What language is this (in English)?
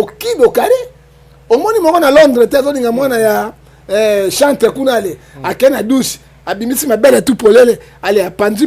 Lingala